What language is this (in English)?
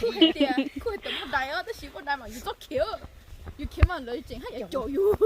Hmong